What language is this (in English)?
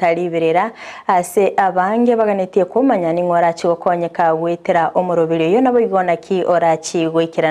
Gusii